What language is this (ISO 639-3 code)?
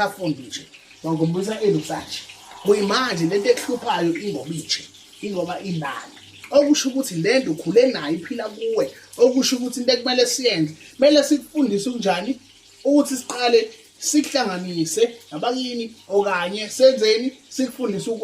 zul